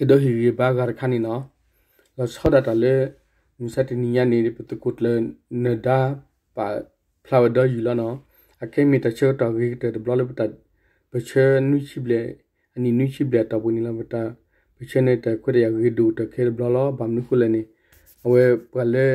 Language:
S'gaw Karen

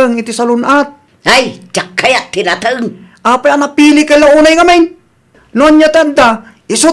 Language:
Iloko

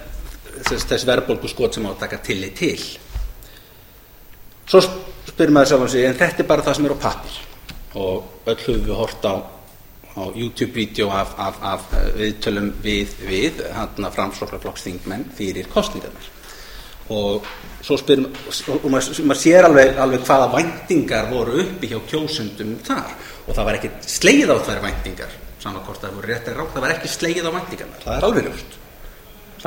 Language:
Icelandic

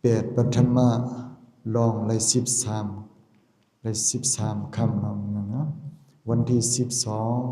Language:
Shan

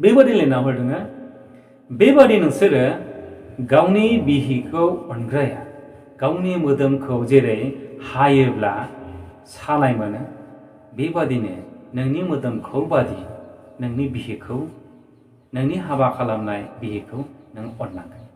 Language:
Bodo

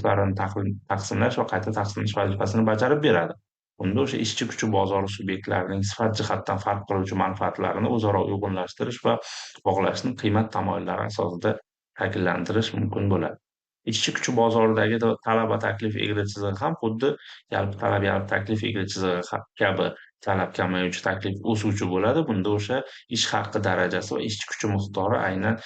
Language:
Uzbek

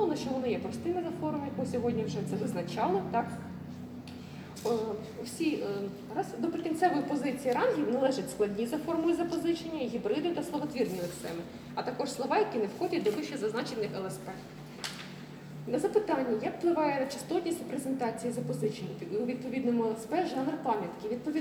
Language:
Ukrainian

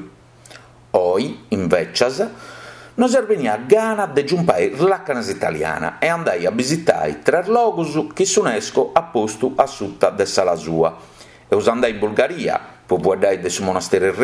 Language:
Sardinian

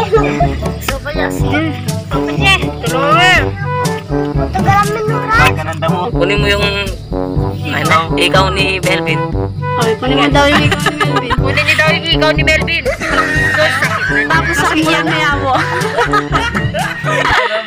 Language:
Filipino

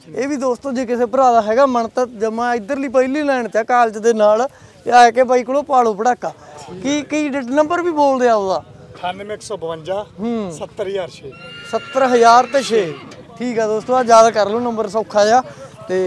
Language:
Punjabi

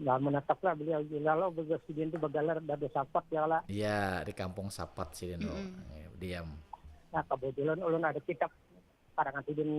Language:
Banjar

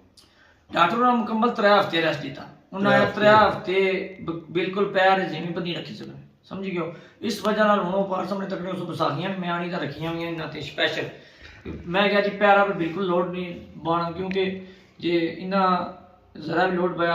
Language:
Pahari-Potwari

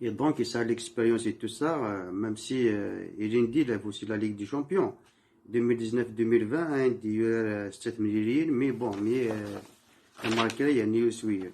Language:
Kabyle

